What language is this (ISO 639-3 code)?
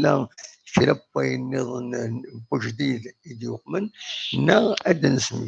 kab